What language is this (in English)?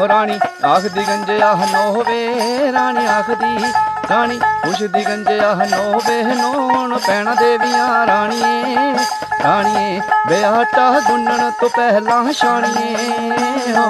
Dogri